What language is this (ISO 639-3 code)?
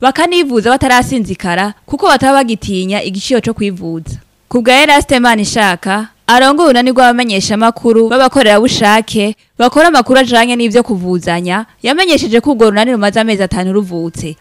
run